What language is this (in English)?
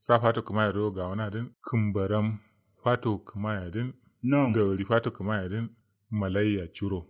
Kanuri